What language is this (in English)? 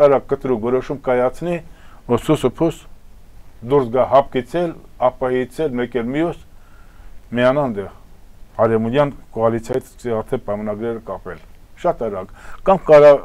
Armenian